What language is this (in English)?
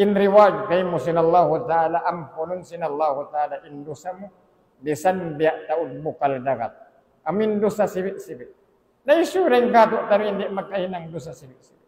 Tausug